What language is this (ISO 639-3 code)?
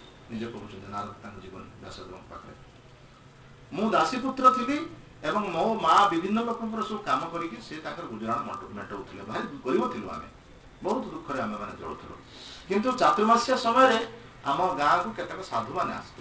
ori